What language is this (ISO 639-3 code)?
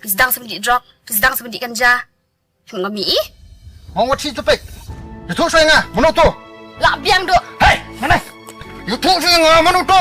kha